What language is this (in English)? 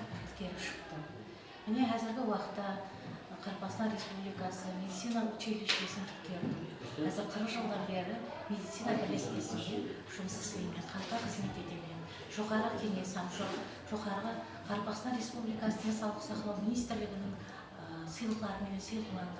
Kara-Kalpak